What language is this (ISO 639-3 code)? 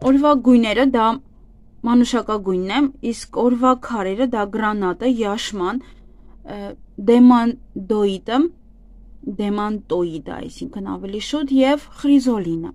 hye